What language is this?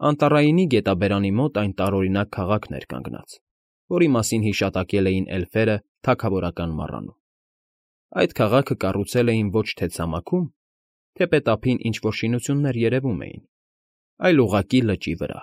Armenian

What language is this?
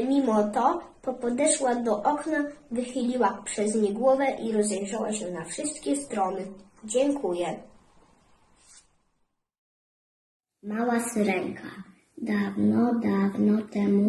Polish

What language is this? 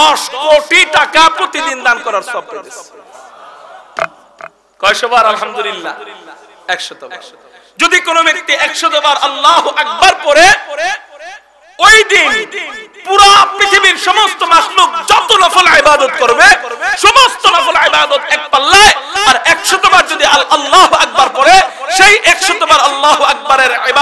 Bangla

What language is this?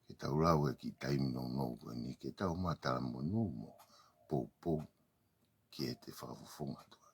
Tongan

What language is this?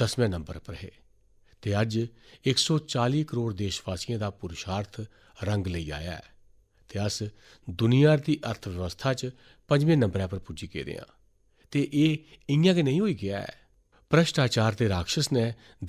Dogri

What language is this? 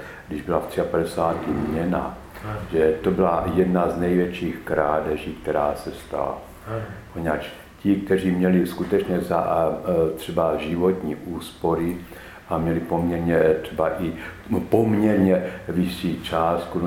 Czech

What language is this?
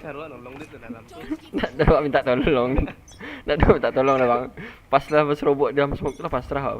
Minangkabau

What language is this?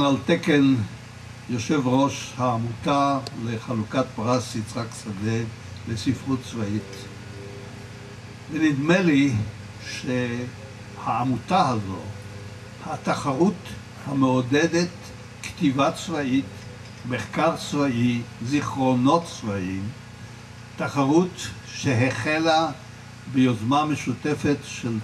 Hebrew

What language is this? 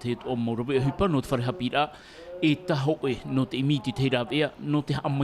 Tahitian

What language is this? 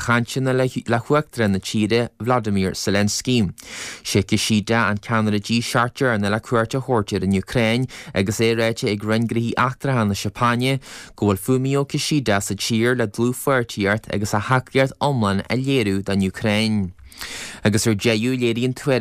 Irish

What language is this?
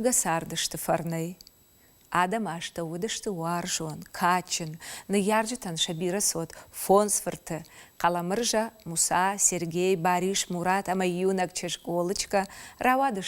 Ossetic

